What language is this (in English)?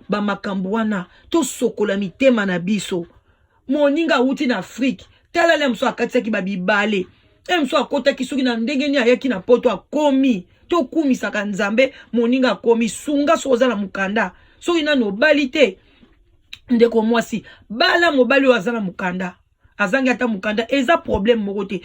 Lingala